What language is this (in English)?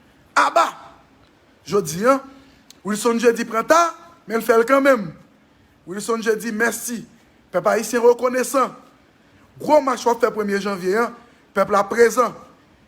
Haitian Creole